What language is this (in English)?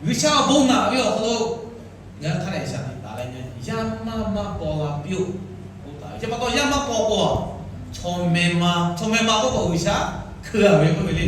Lahu